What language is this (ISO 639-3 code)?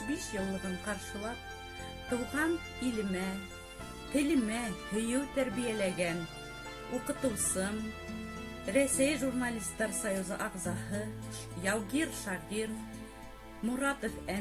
bak